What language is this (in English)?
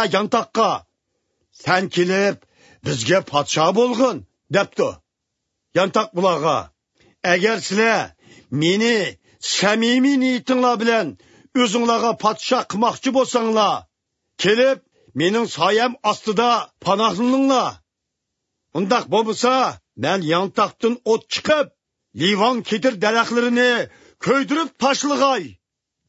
Uyghur